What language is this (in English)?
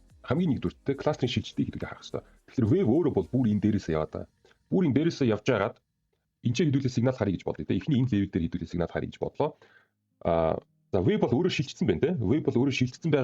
Mongolian